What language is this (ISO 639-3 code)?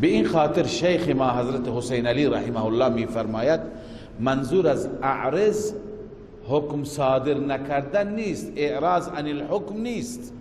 fas